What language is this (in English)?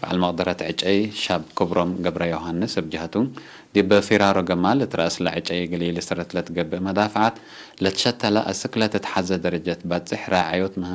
Tigre